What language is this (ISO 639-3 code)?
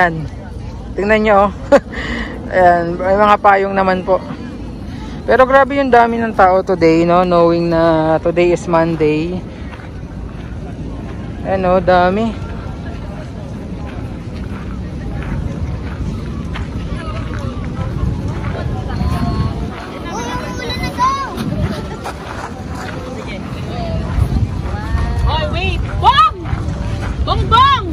fil